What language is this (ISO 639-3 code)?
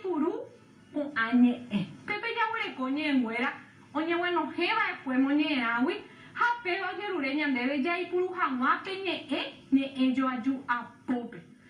grn